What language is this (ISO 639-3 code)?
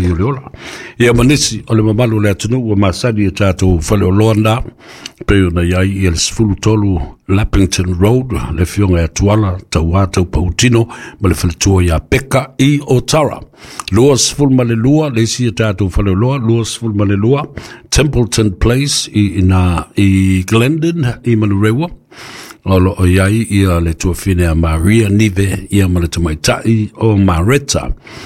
smo